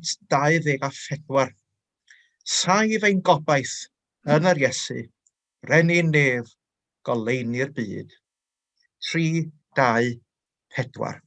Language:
Welsh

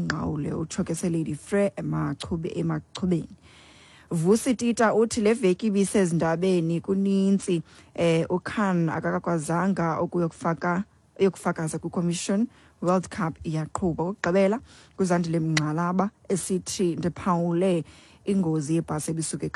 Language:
Xhosa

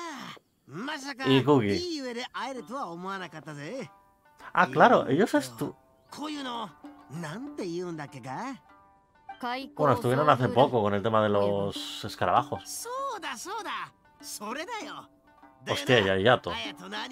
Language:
Japanese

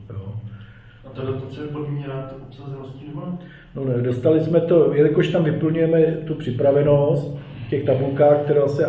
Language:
Czech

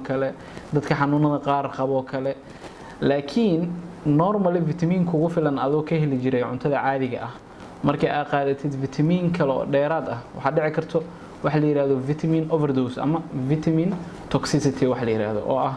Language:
Somali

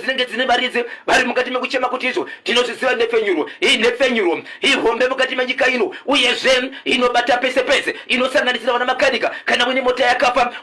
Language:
Shona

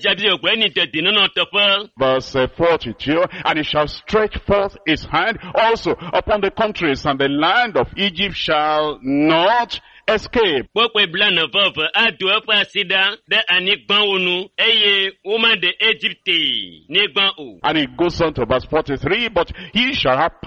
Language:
Ewe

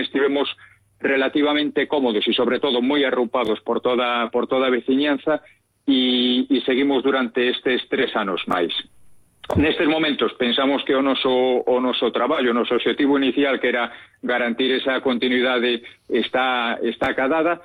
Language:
Galician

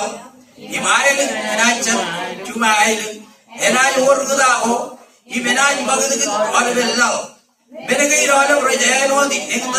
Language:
Marshallese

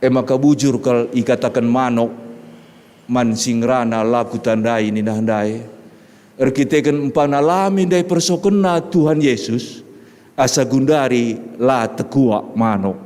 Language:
Batak Karo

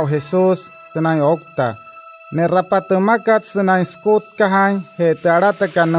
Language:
Wayuu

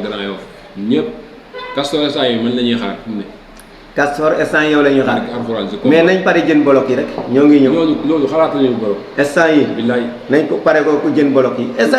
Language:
Wolof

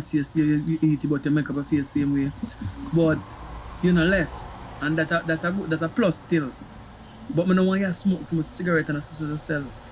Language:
Jamaican Creole English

